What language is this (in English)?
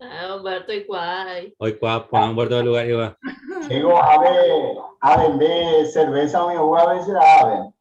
Guarani